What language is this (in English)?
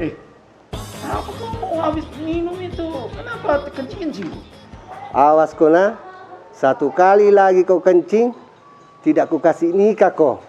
Makassar Malay